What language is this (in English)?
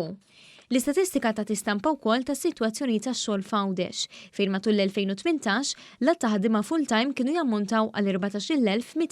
Maltese